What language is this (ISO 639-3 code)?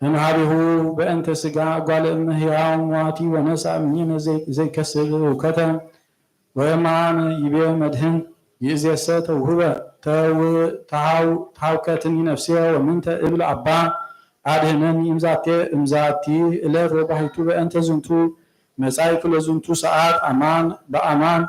gez